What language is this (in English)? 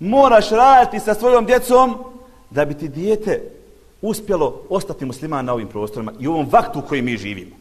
Bosnian